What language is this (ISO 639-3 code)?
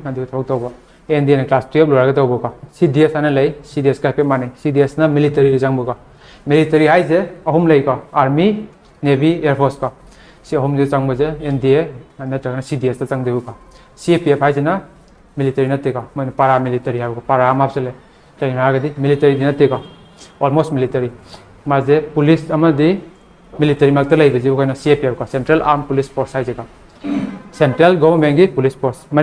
mni